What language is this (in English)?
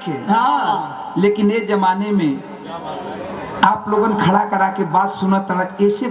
Bhojpuri